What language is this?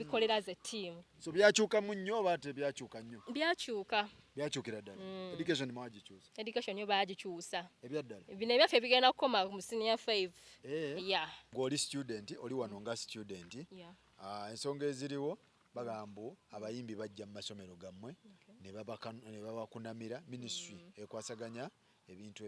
Ganda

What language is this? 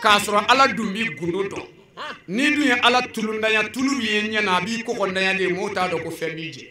Bambara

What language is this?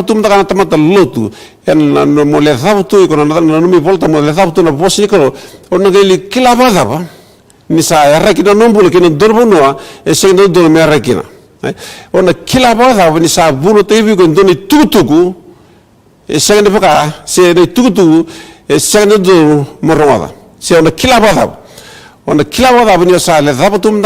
Fijian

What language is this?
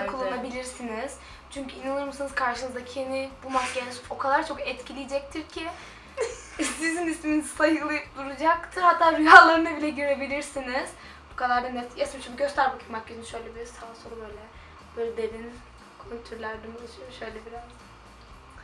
Turkish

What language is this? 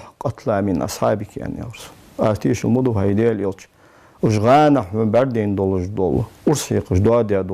Ingush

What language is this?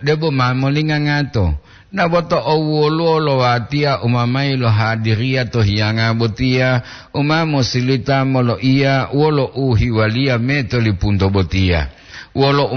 Gorontalo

